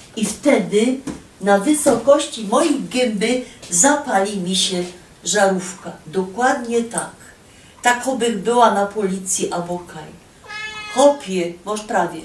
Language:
Silesian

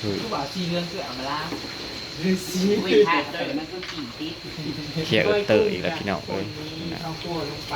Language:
Northeastern Thai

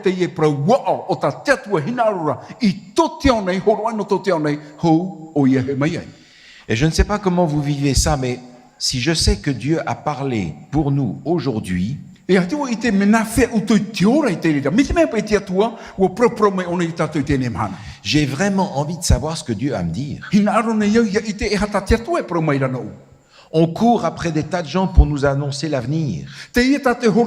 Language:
Tahitian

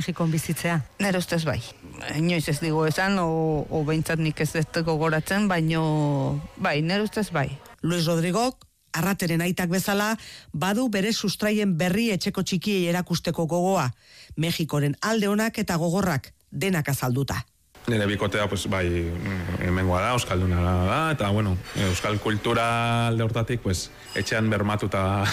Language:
Basque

